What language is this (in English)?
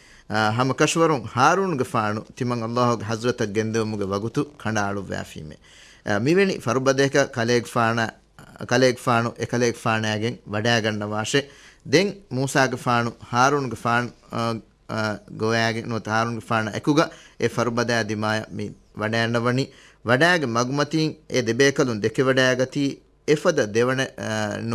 Divehi